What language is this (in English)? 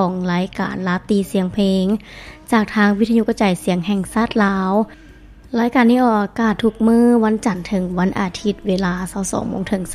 Lao